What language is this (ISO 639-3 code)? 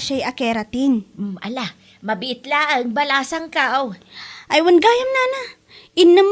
ilo